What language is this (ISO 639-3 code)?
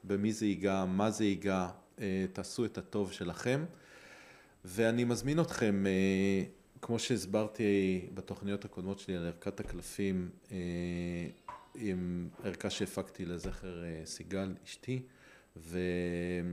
heb